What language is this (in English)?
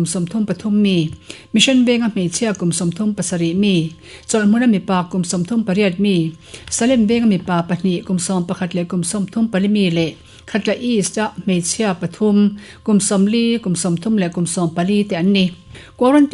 Mizo